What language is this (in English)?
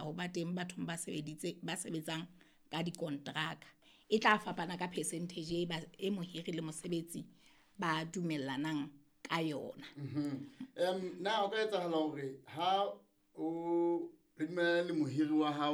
Southern Sotho